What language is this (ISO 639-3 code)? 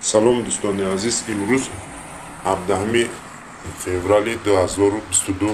tgk